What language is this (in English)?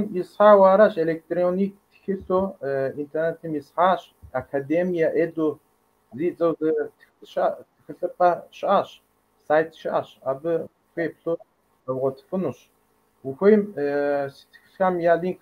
Kabardian